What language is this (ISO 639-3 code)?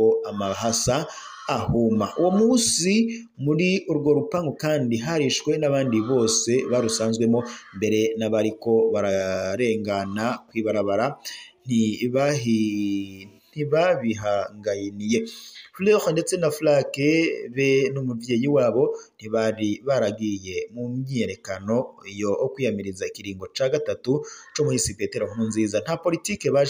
run